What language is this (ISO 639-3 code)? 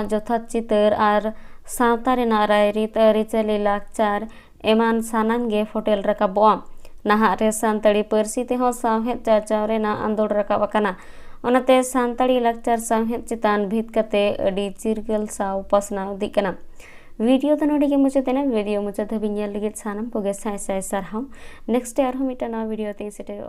sat